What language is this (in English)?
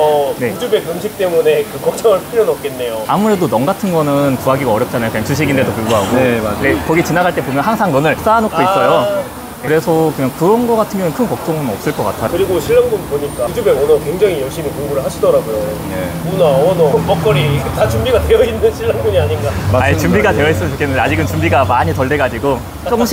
Korean